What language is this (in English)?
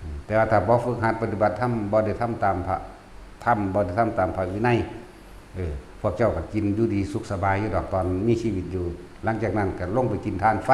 Northeastern Thai